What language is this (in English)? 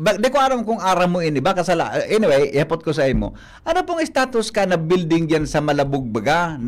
Bikol